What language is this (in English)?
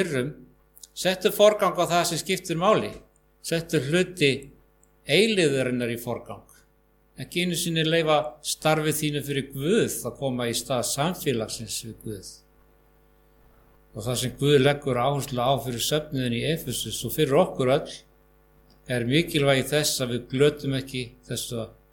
Icelandic